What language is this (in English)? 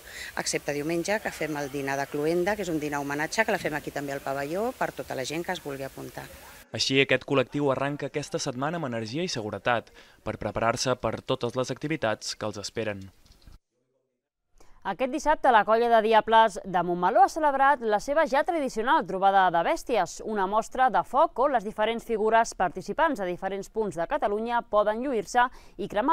Catalan